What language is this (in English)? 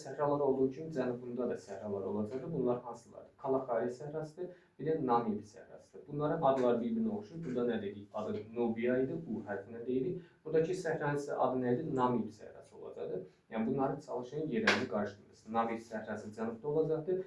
Azerbaijani